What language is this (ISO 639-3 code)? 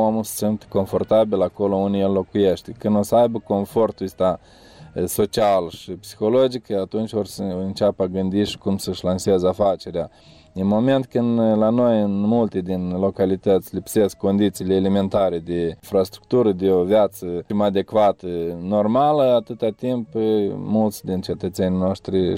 ron